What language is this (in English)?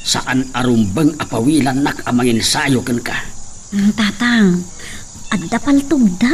Iloko